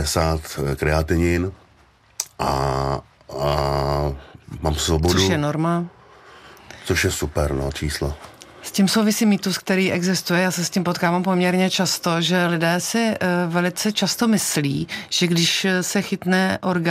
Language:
Czech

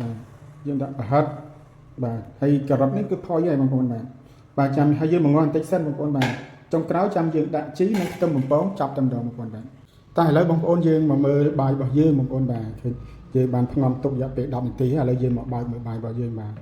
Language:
Khmer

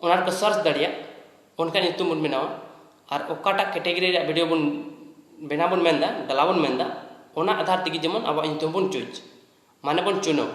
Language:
Santali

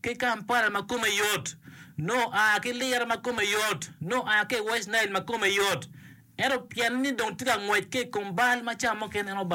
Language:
Acoli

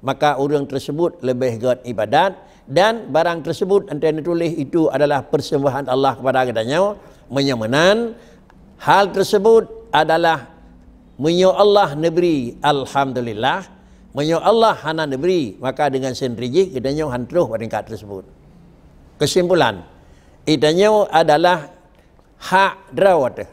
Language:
Achinese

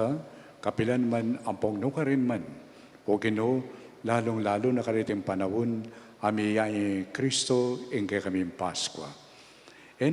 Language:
Pampanga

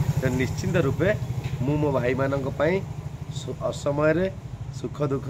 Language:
Odia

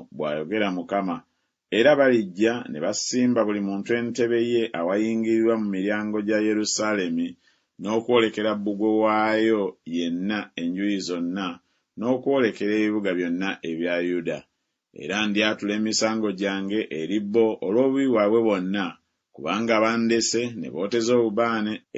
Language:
Ganda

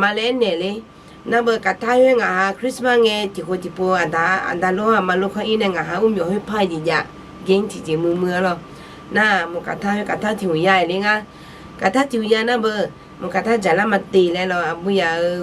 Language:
Akha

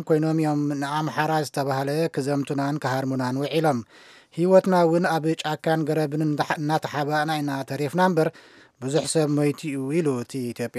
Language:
Tigrinya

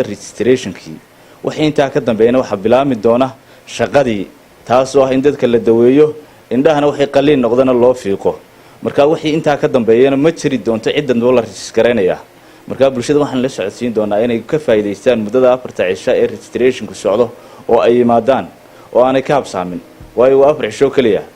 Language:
Somali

